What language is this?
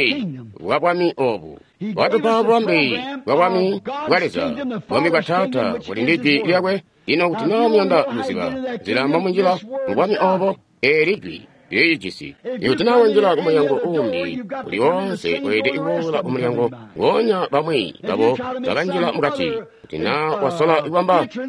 Tonga (Zambia)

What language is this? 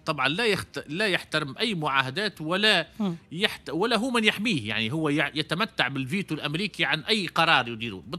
Tunisian Arabic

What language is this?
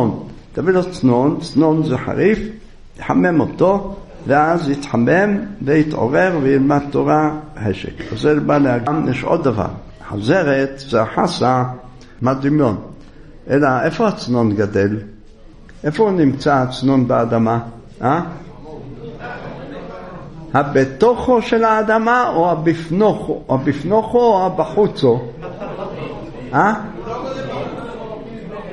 Hebrew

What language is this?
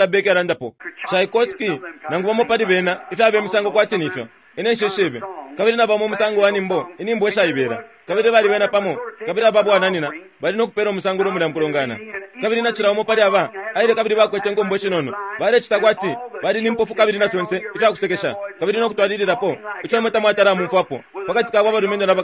Bemba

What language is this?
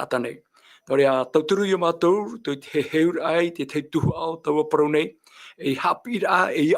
Tahitian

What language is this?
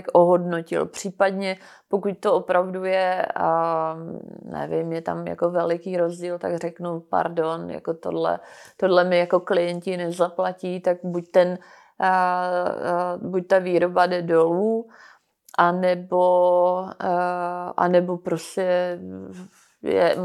Czech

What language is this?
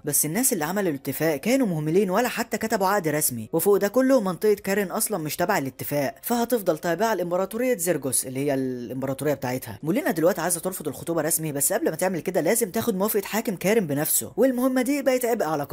Egyptian Arabic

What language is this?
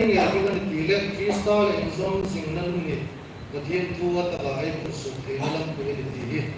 Hmar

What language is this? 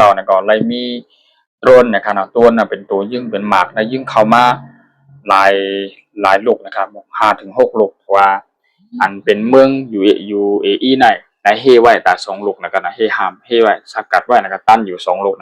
Shan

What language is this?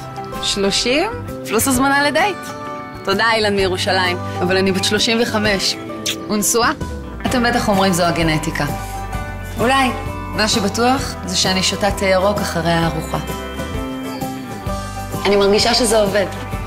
Hebrew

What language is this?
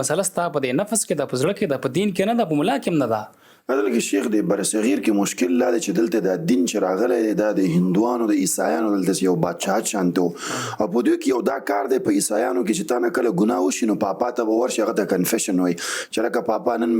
Pashto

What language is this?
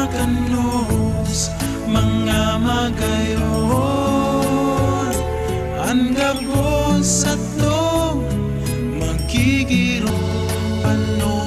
Bikol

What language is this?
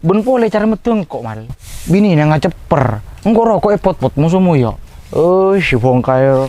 Madurese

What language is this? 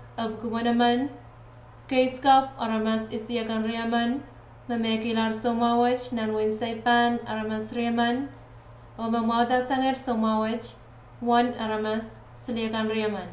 Pohnpeian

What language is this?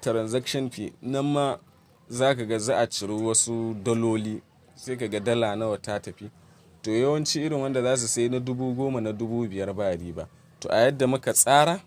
Hausa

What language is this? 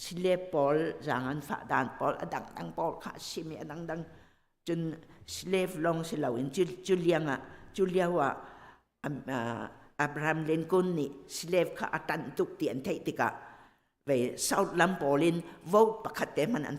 Hakha Chin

